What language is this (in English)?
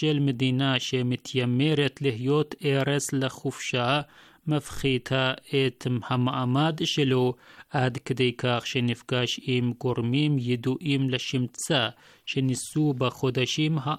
Hebrew